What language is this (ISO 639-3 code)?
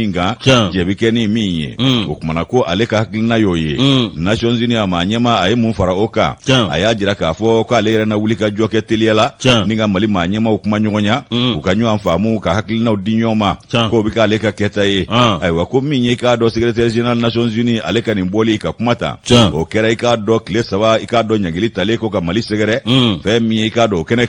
bam